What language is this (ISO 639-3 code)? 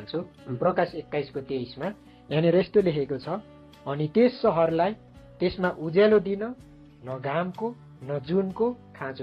nep